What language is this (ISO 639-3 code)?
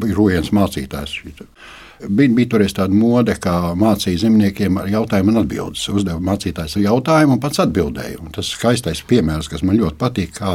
lav